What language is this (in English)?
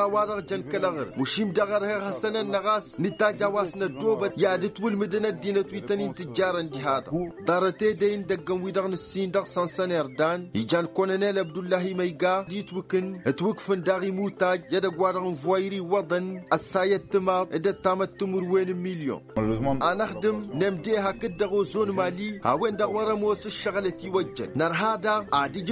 Tamasheq